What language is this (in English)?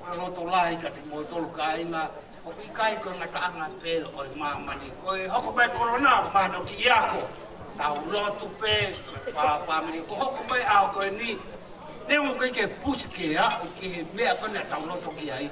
Tongan